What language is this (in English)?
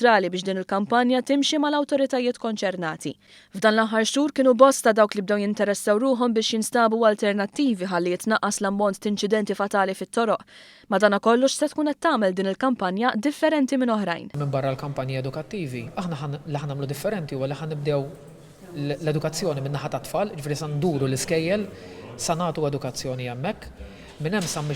Maltese